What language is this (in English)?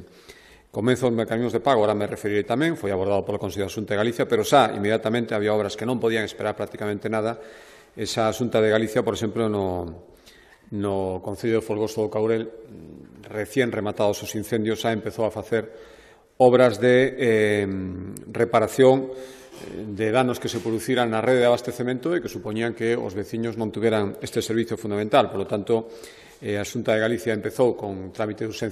Galician